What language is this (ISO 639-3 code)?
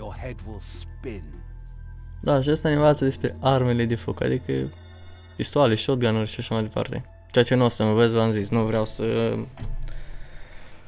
ron